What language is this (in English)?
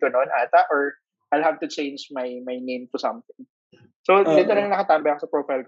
Filipino